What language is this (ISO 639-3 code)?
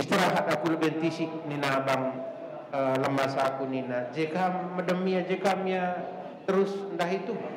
btx